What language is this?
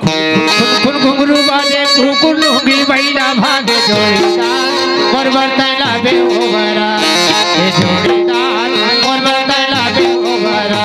Chhattisgarhi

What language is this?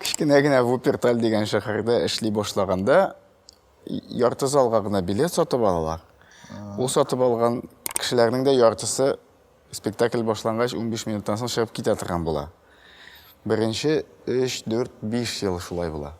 Tatar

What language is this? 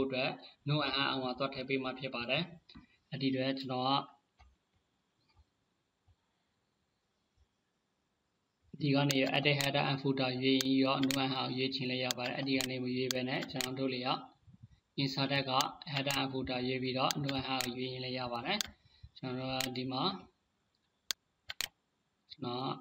Burmese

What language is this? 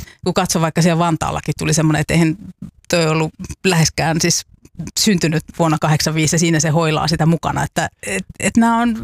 Finnish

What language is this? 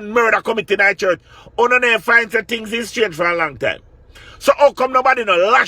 Jamaican Creole English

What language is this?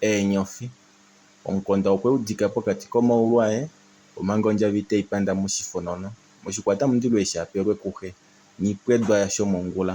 Kuanyama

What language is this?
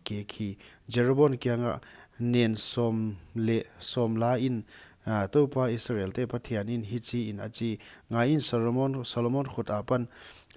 Paite Chin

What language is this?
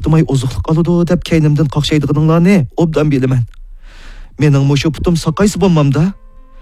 Uyghur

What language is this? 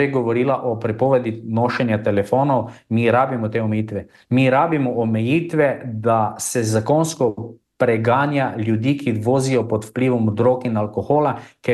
Slovenian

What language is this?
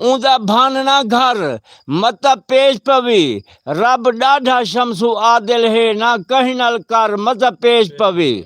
Saraiki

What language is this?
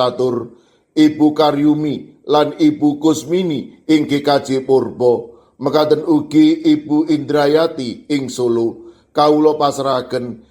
Javanese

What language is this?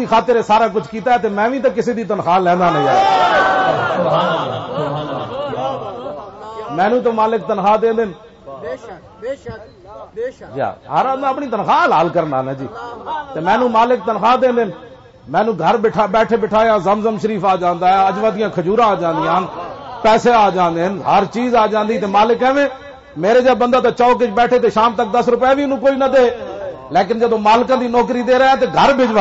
Western Panjabi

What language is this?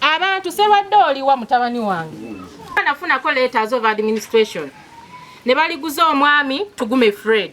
Ganda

